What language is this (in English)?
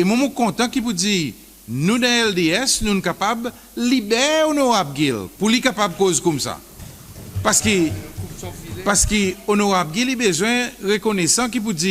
Seselwa Creole French